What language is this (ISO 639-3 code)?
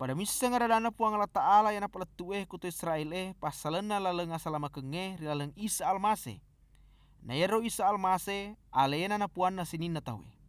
bug